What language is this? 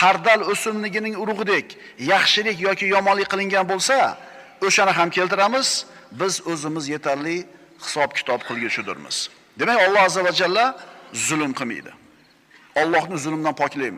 Uzbek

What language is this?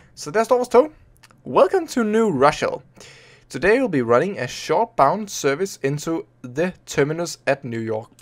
Danish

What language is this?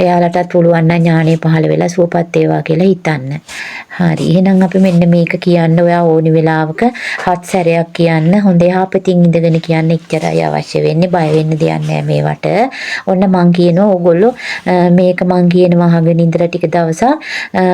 Sinhala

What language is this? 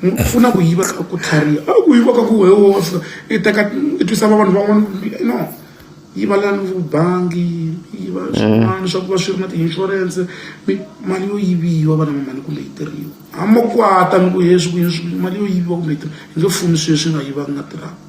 Tsonga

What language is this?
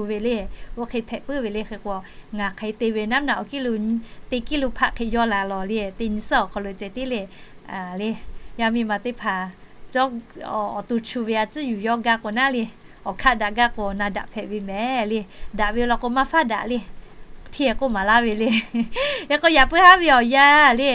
Lahu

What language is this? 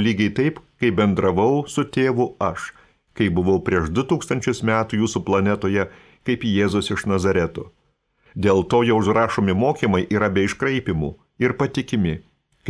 Lithuanian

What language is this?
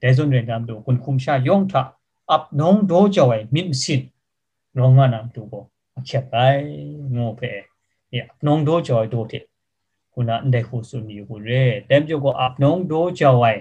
Kachin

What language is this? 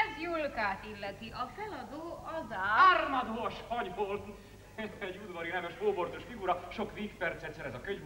Hungarian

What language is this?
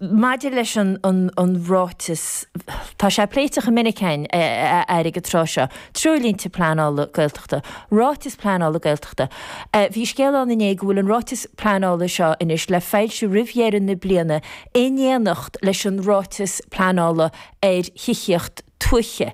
Irish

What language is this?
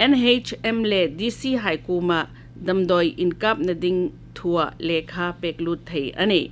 Hmar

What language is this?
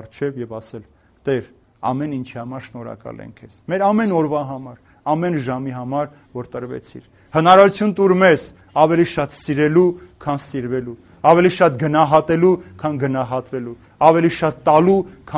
Armenian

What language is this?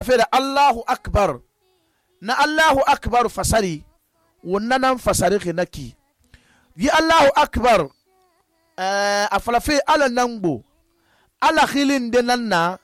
Susu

